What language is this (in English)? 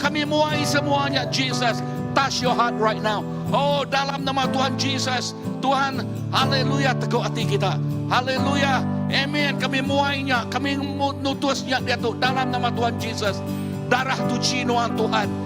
Iban